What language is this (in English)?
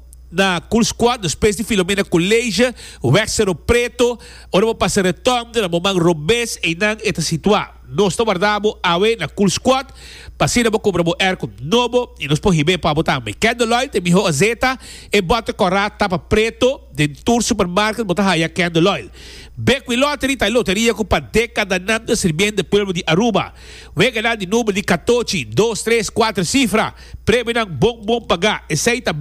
Papiamento